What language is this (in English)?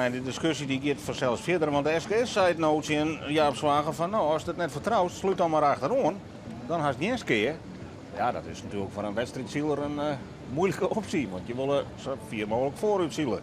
Western Frisian